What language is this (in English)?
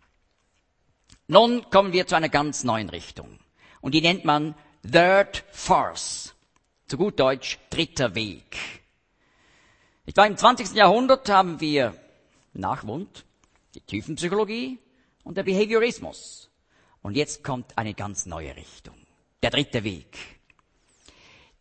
German